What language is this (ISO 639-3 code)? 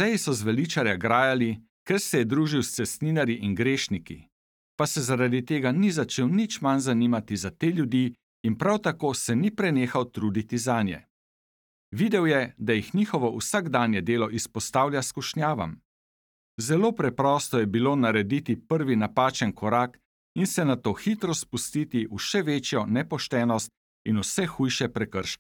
slv